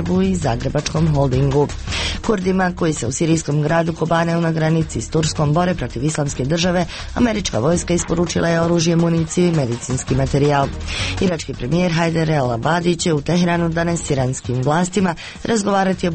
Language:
Croatian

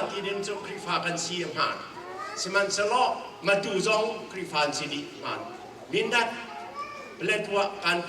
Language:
Hakha Chin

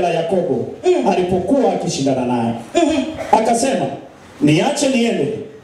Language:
Swahili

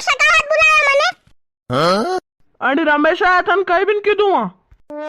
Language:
Rajasthani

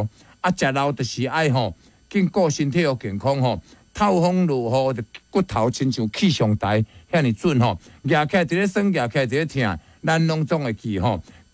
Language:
Min Nan Chinese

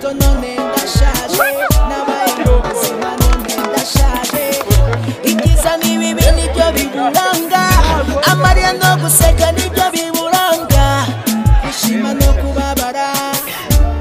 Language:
Kinyarwanda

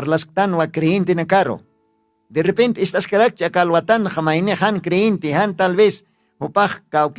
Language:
Aymara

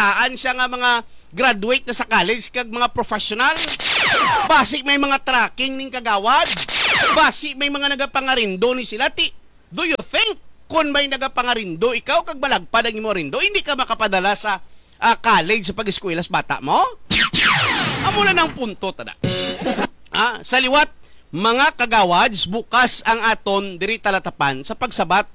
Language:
Hiligaynon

